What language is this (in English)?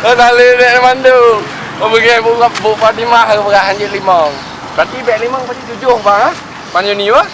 Achinese